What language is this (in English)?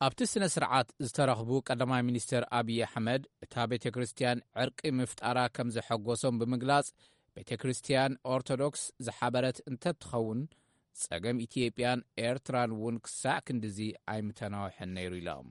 Tigrinya